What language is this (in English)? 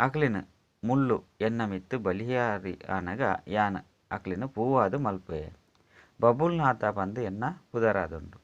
Tulu